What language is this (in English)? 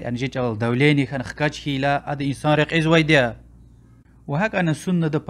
Lezghian